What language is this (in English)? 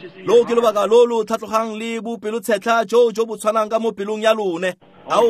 Tswana